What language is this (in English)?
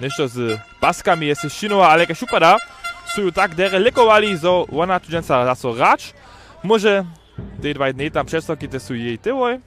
Upper Sorbian